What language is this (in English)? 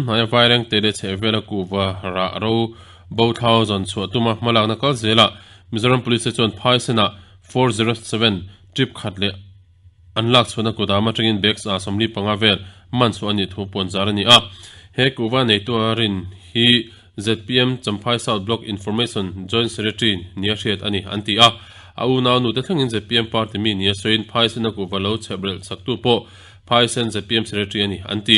Mizo